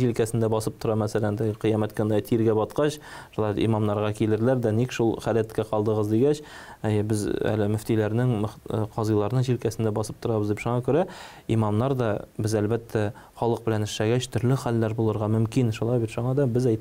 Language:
Tatar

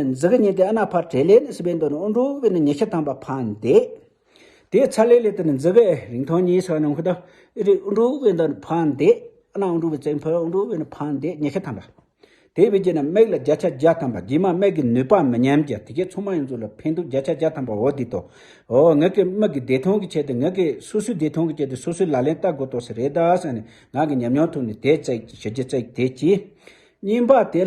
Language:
Tibetan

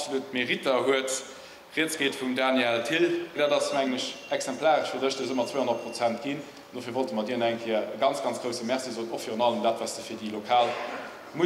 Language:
Luxembourgish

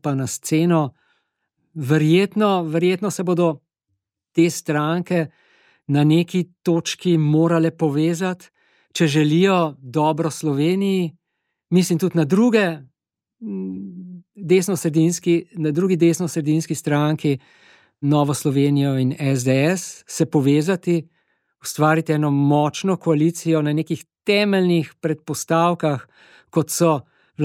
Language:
Slovenian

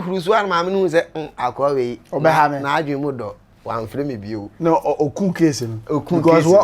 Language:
Akan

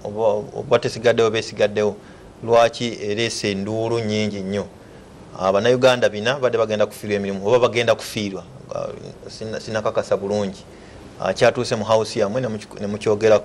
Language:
Ganda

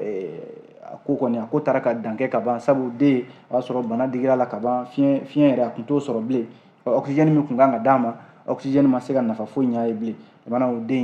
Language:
Bambara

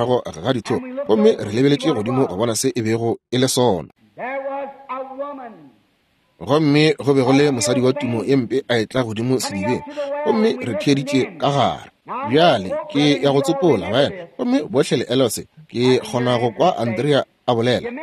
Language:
Northern Sotho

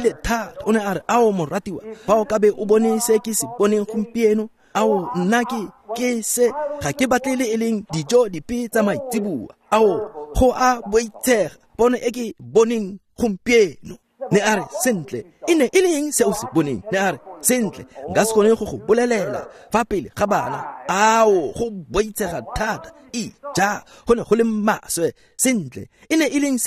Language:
Tswana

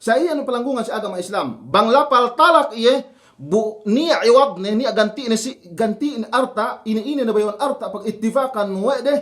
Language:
Yakan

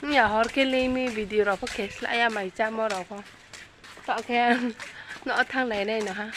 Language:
Riang (India)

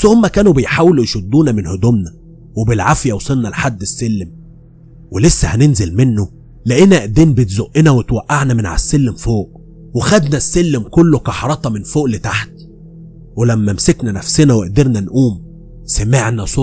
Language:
Egyptian Arabic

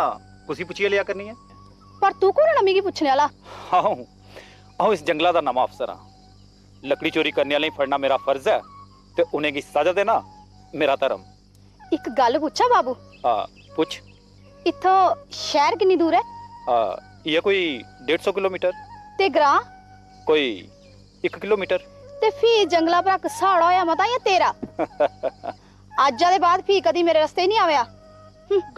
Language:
Dogri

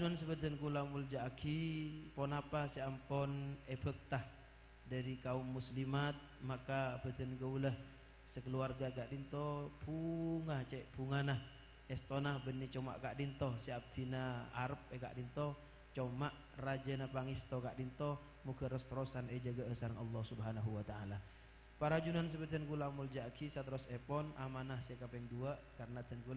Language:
Madurese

